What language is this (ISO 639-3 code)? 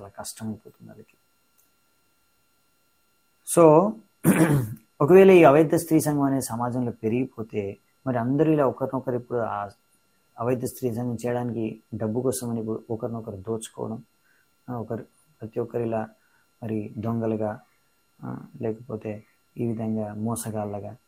tel